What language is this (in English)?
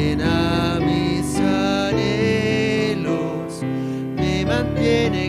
Aymara